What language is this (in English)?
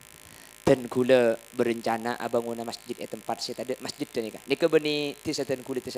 Madurese